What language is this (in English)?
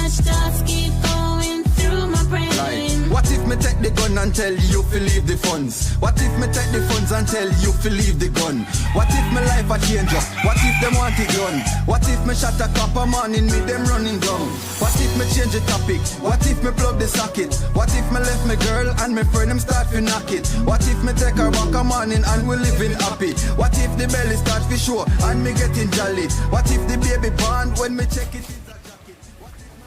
Jamaican Creole English